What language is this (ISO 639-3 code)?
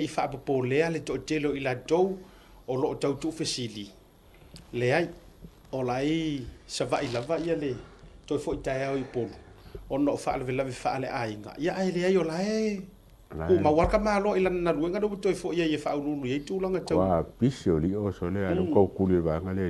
smo